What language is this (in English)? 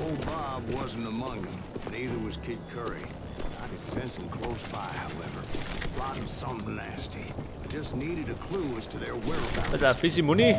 Bavarian